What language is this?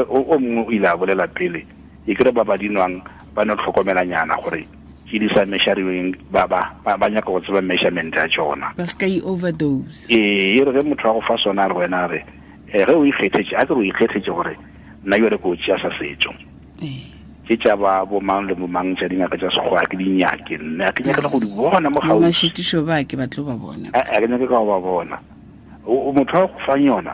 Tswana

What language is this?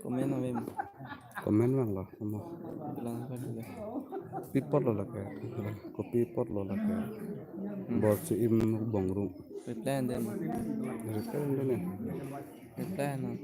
Karbi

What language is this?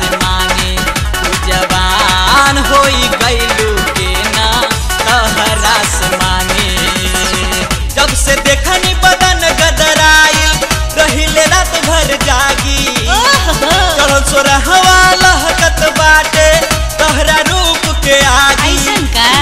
Bhojpuri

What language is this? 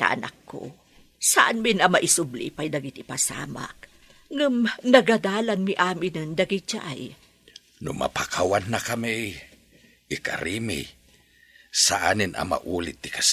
Iloko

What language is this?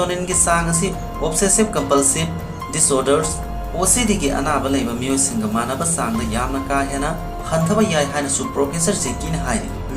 Manipuri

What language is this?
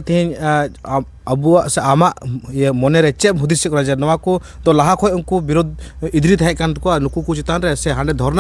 Santali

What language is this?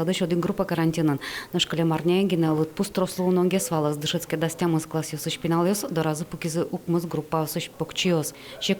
Udmurt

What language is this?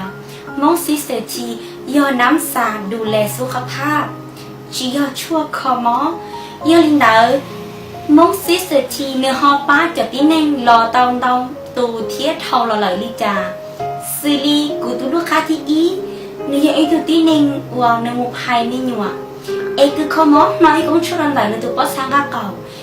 Hmong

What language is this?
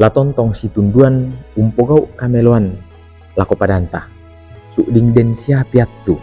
Toraja-Sa'dan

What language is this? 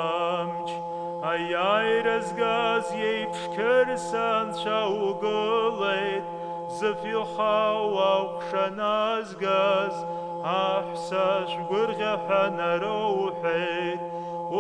Abkhazian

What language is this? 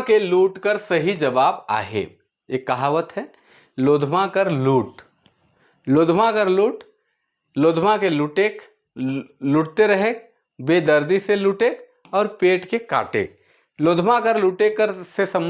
Sadri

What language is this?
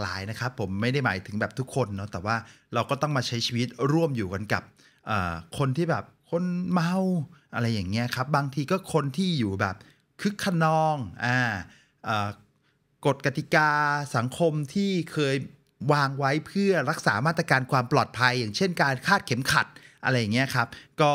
Thai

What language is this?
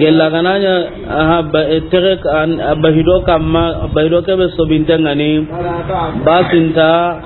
Soninke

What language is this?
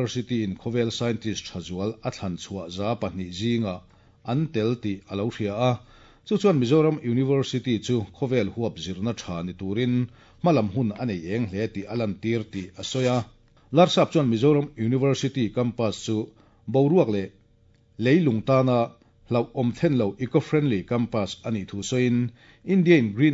Mizo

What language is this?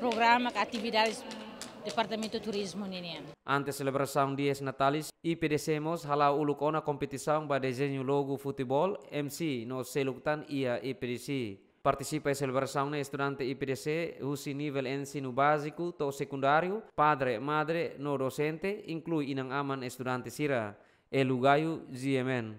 Tetum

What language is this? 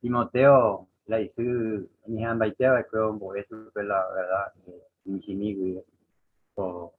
Guarani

